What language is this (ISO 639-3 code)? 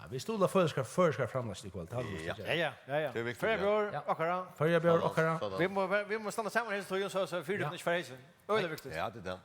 fao